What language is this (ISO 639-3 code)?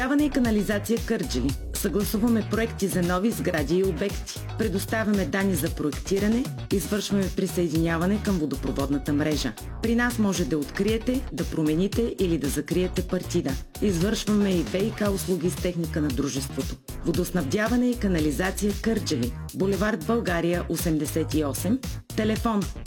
bul